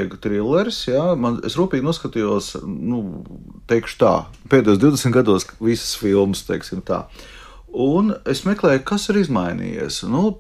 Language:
Latvian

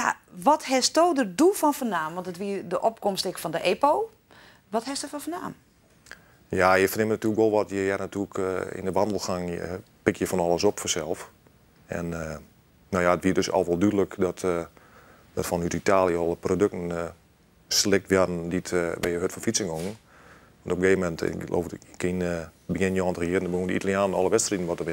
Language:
Western Frisian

